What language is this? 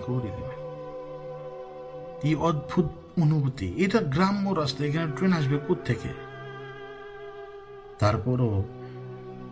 Bangla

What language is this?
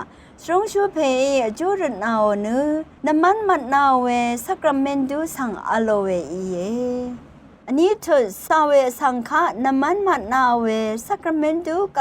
Rawang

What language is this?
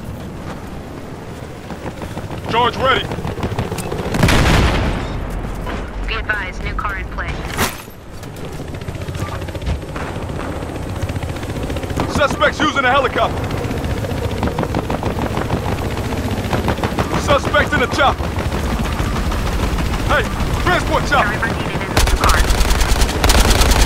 English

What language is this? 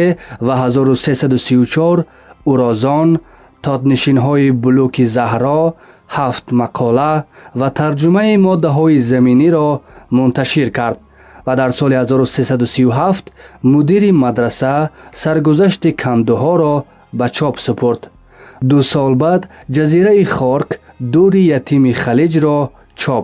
Tajik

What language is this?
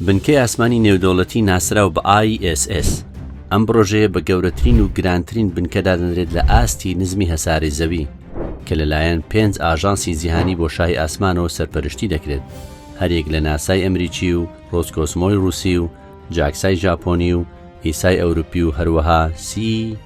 Central Kurdish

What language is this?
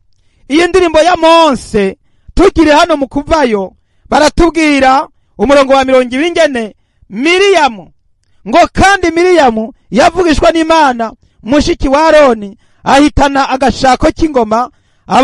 Rundi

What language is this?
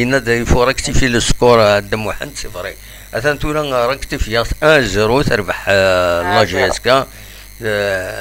Kabyle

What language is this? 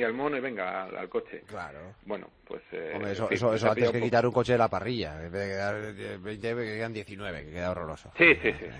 Spanish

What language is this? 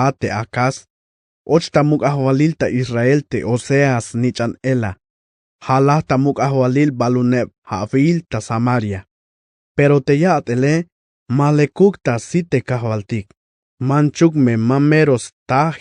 Tzeltal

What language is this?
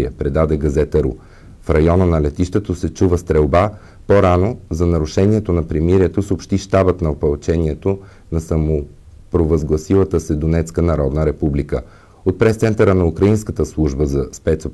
Bulgarian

